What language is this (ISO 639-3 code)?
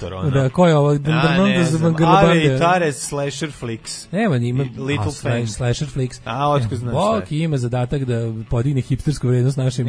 srp